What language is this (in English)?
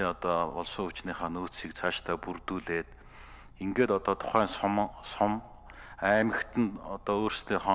Mongolian